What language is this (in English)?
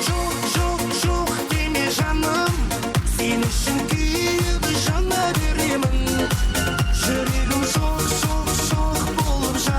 Kara-Kalpak